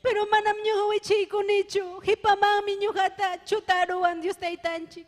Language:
Ayacucho Quechua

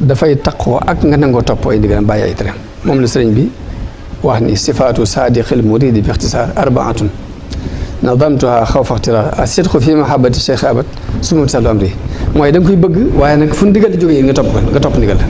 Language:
Wolof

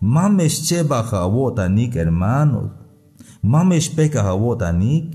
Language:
Tzeltal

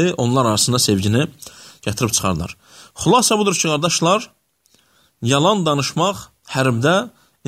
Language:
Azerbaijani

